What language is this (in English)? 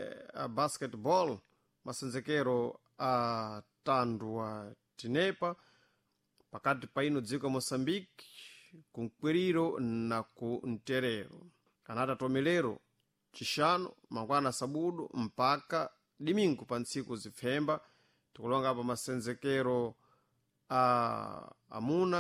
Sena